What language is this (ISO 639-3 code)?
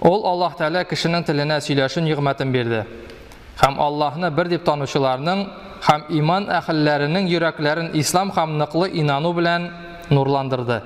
tat